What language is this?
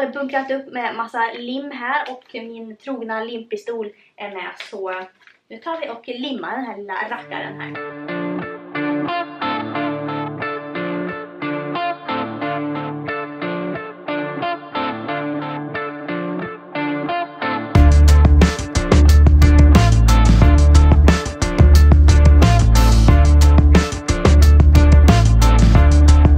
Swedish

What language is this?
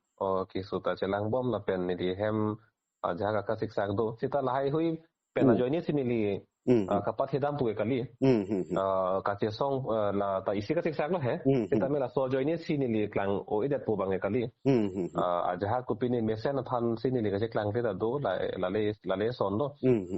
Karbi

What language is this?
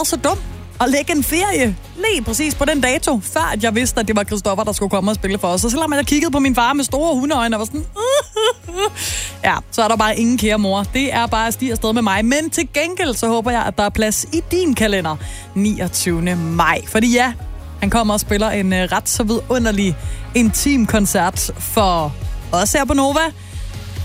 Danish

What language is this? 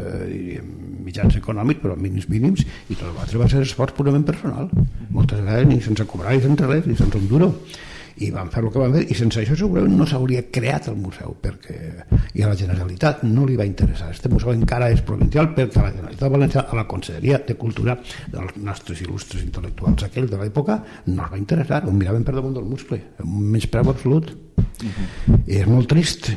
Catalan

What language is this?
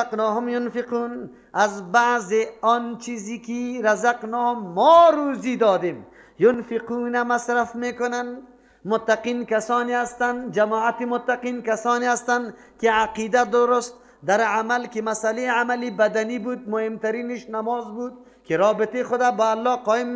Persian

